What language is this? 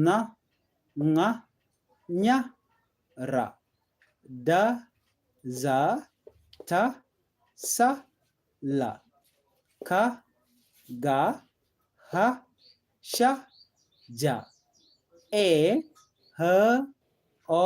Nuer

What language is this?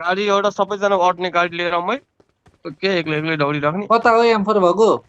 Nepali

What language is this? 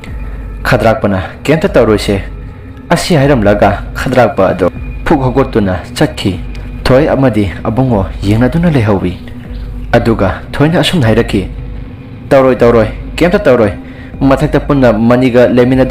Manipuri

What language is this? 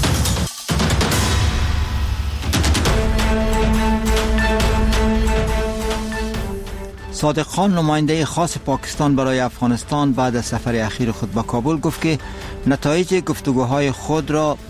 Persian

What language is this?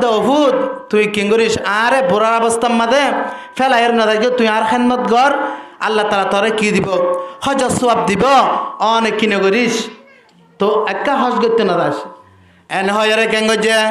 Rohingya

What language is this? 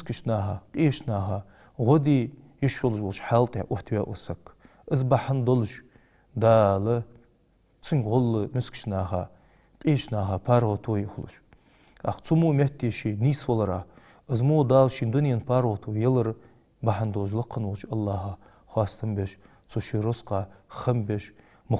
Ingush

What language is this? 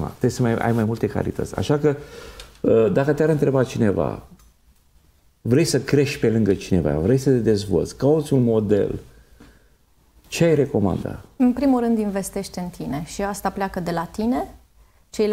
Romanian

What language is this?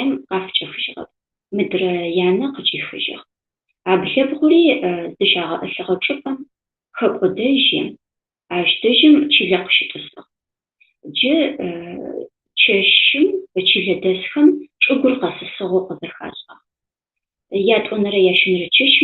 Adyghe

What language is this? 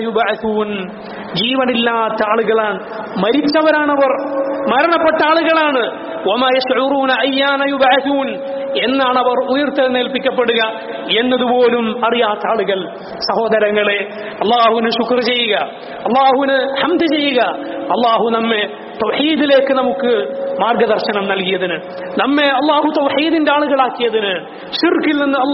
Malayalam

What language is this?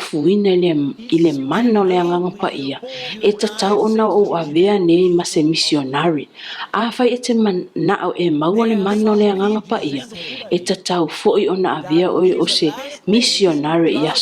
Samoan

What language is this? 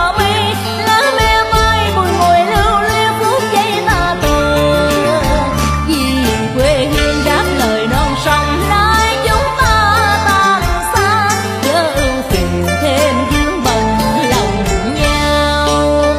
Vietnamese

